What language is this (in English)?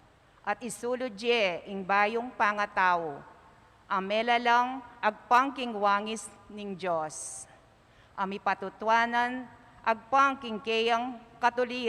Pampanga